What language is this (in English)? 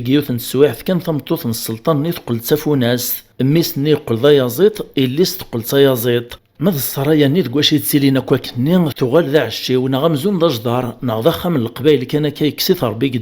Kabyle